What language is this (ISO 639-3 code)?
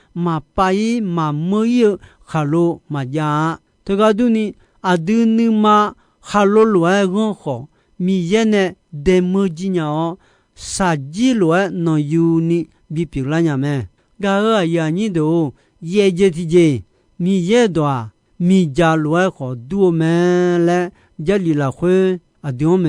ahk